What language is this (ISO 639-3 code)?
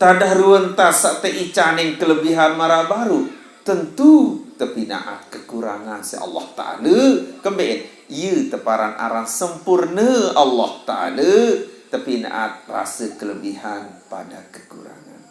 sas